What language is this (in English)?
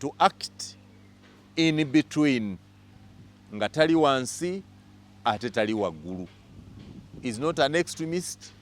Ganda